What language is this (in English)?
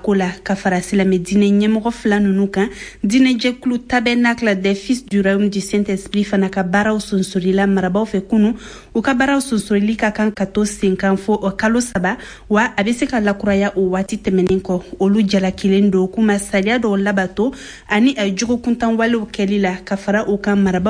Bambara